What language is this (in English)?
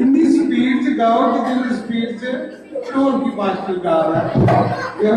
Dogri